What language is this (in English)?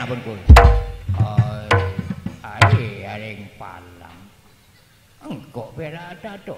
Madurese